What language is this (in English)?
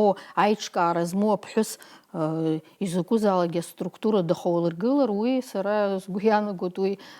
Abkhazian